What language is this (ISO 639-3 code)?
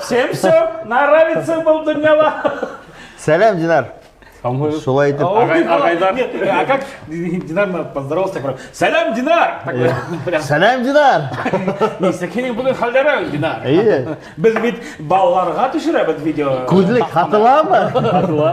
bak